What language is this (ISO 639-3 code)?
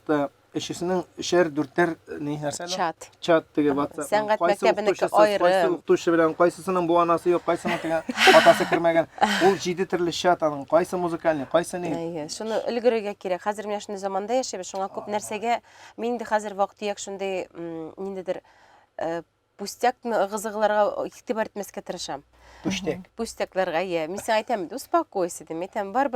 tat